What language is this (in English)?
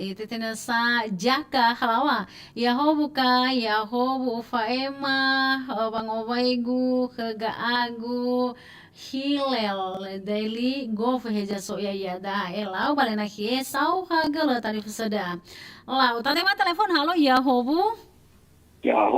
Nias